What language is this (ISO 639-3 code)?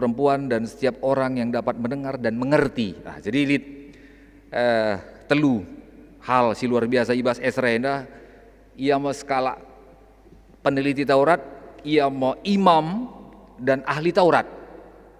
btx